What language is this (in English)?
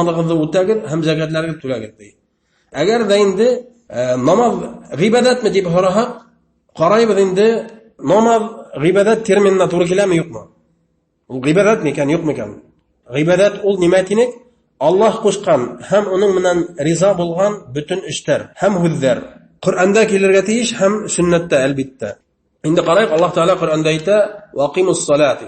Bashkir